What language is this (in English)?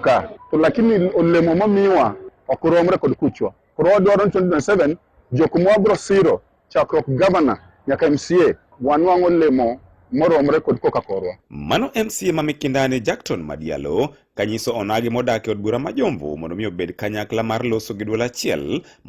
Luo (Kenya and Tanzania)